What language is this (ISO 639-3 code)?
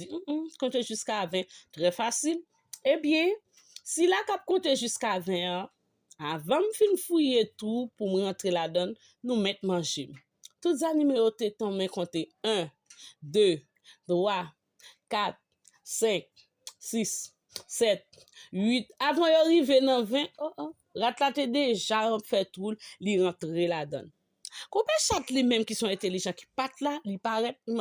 hat